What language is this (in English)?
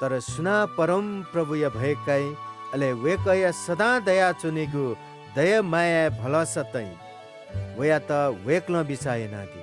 Newari